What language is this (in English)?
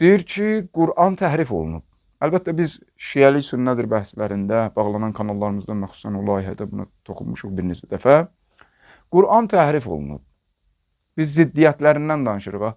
Azerbaijani